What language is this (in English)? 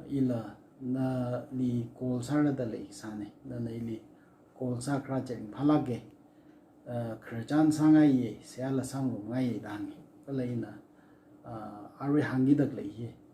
Tangkhul Naga (India)